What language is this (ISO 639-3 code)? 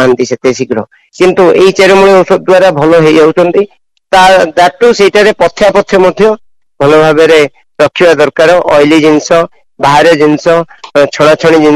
ori